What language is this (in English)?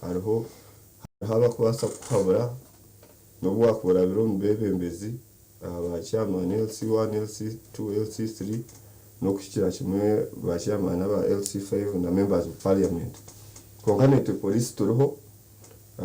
Nyankole